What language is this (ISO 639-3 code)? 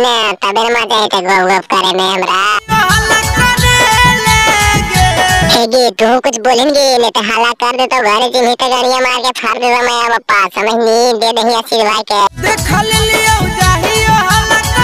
mag